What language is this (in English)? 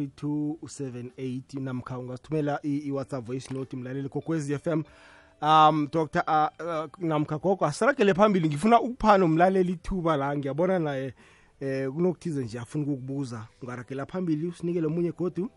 South Ndebele